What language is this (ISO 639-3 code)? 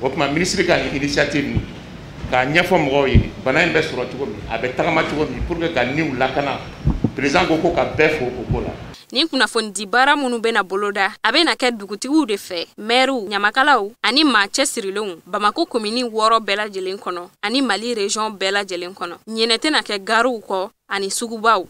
bam